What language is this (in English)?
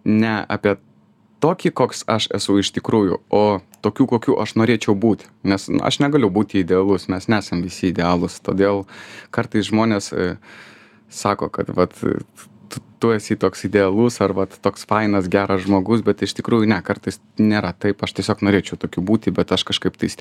Lithuanian